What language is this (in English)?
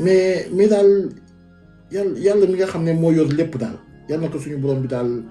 Wolof